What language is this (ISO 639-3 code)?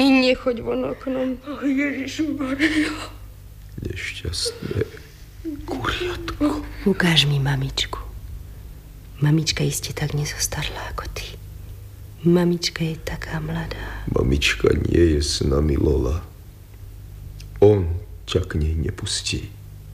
slk